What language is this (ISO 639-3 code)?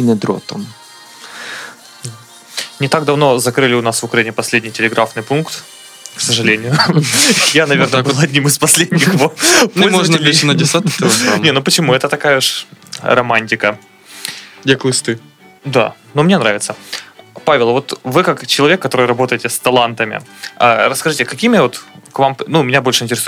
ukr